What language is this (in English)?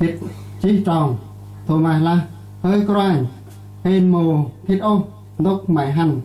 Central Mnong